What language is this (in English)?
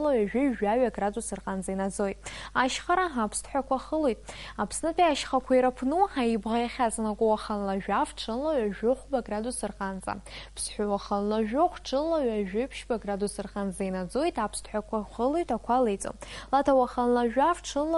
Abkhazian